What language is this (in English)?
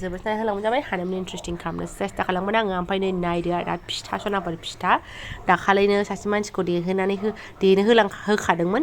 Bodo